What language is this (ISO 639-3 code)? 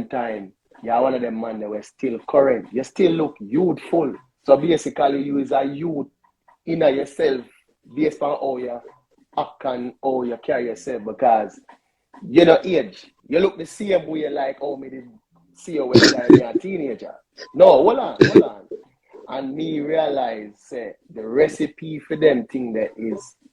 jam